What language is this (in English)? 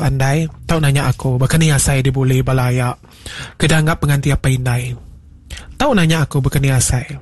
Iban